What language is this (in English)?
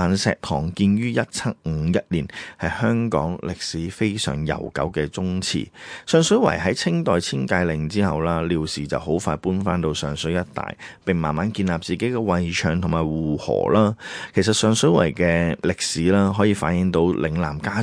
Cantonese